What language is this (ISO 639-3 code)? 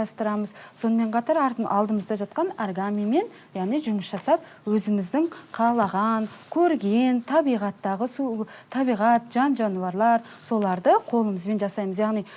kaz